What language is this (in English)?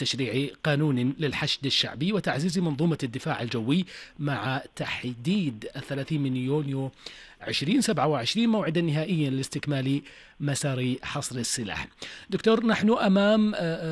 Arabic